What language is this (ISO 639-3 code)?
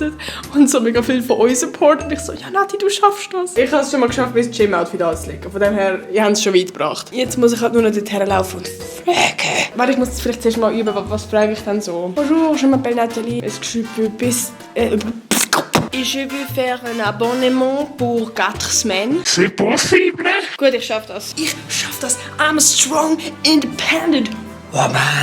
gsw